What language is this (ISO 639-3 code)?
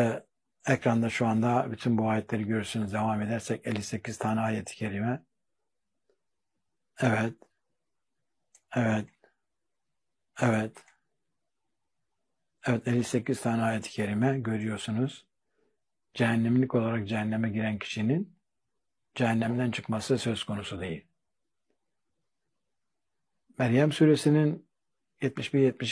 tur